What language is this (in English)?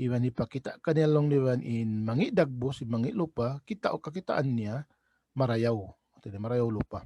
Tausug